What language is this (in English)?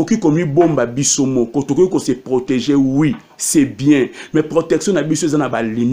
Lingala